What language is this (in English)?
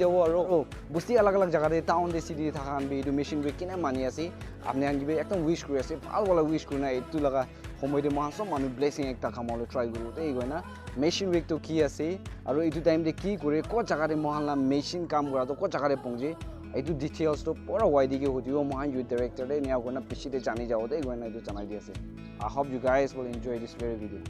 Naga Pidgin